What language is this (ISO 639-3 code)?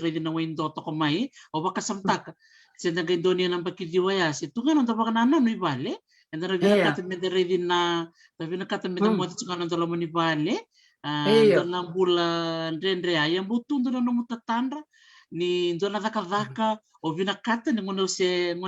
fij